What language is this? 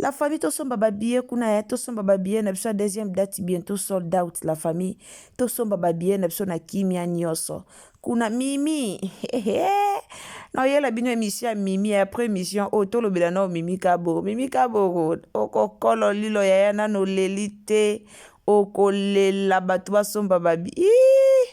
Lingala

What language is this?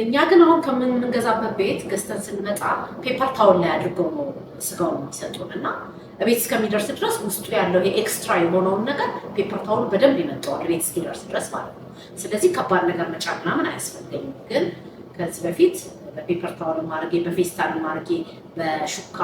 Amharic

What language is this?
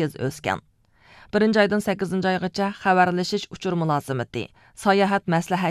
Uyghur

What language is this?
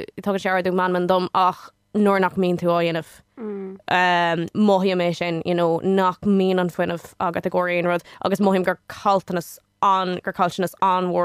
Irish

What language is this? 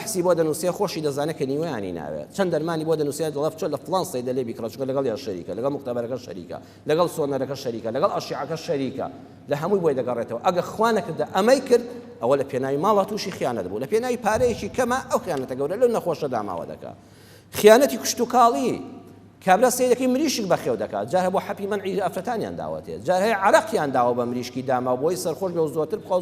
Central Kurdish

